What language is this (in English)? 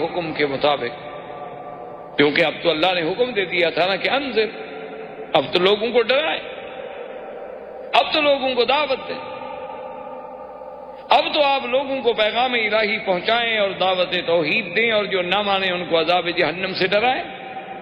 Urdu